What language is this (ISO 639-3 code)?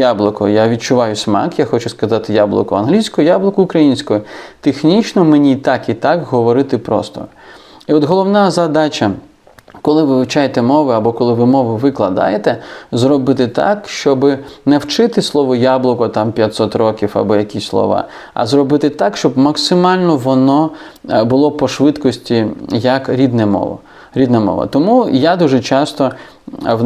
ukr